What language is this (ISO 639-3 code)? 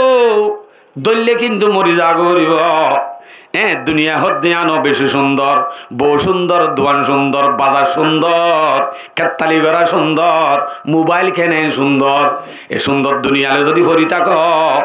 rhg